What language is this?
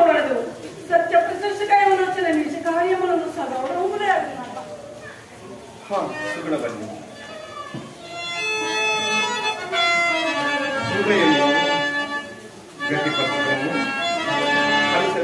Telugu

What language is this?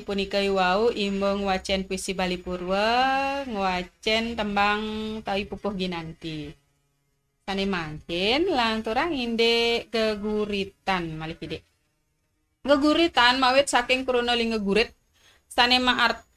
Balinese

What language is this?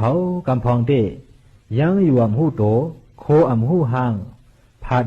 Shan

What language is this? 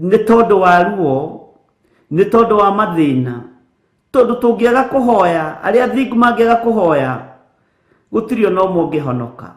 Kikuyu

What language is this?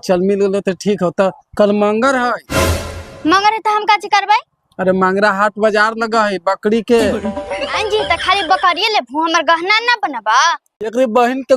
Magahi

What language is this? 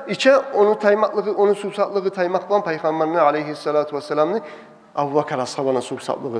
Kumyk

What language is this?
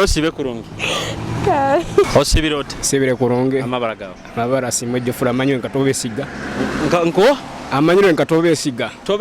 Nyoro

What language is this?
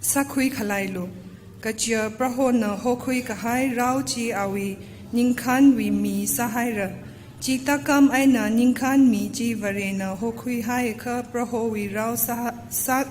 Tangkhul Naga (India)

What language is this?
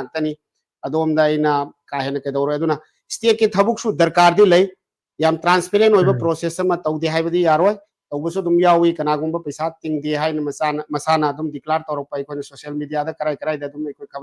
Manipuri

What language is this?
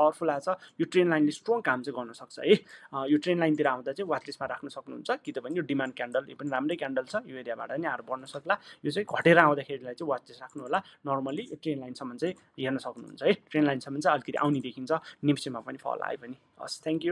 Nepali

